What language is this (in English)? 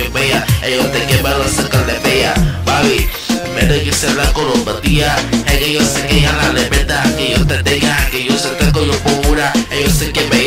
Spanish